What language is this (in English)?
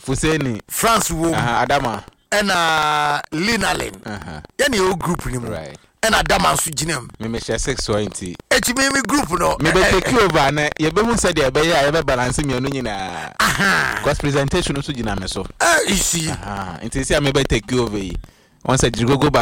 Akan